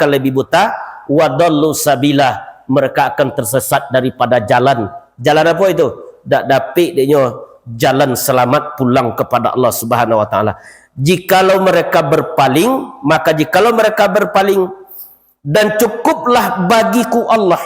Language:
Minangkabau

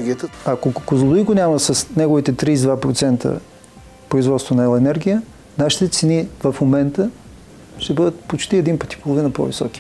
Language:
Bulgarian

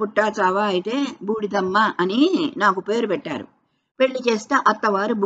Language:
Telugu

